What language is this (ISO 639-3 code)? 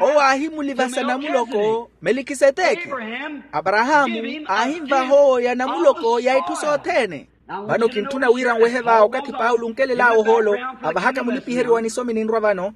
vmw